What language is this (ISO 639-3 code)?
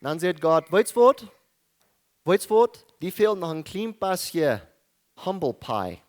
pdt